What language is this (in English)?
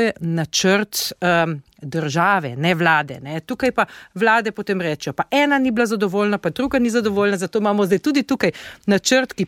Slovenian